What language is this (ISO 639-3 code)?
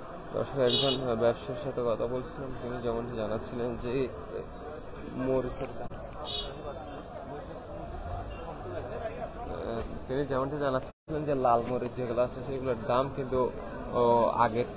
ben